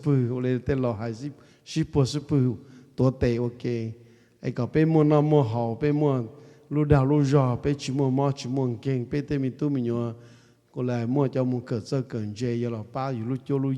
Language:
Hmong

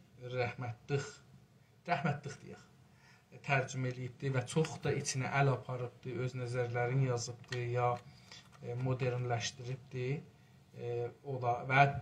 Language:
South Azerbaijani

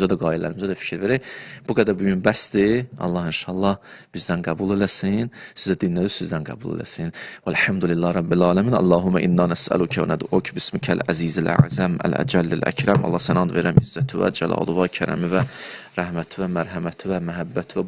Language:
Azerbaijani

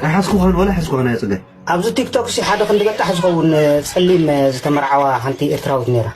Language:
Tigrinya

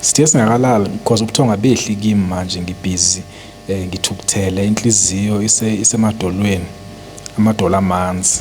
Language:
Zulu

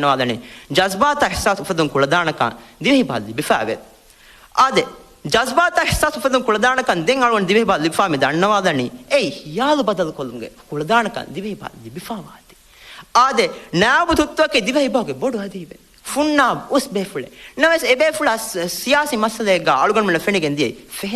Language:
Divehi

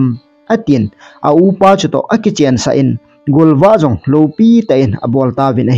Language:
Thado Chin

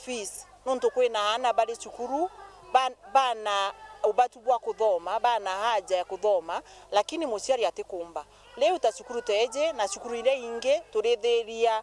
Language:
Meru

